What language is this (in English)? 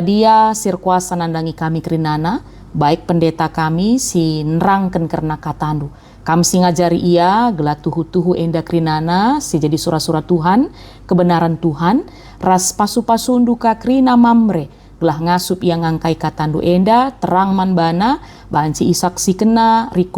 Batak Karo